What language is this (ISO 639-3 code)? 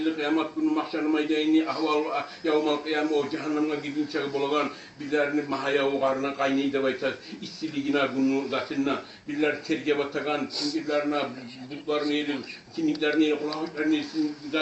kum